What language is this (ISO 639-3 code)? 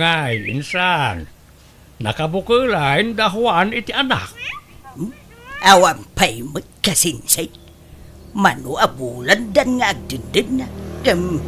ilo